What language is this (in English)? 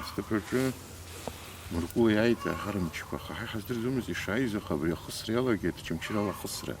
Abkhazian